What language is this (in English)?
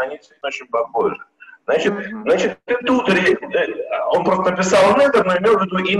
Russian